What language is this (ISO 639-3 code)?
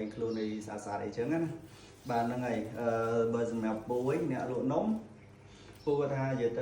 khm